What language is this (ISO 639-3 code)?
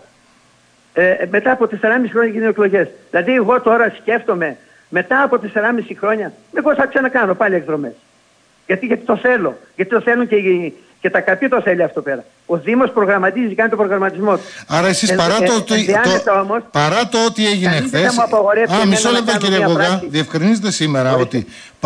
ell